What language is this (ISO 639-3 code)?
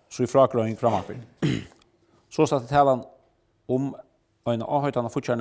fao